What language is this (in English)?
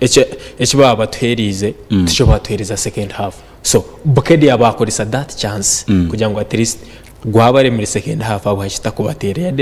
Nyankole